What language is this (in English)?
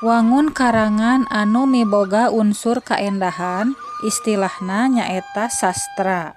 Sundanese